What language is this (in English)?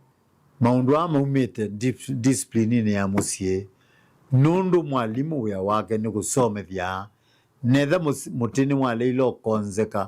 Kamba